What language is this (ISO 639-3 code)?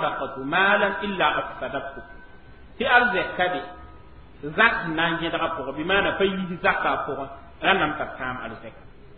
mos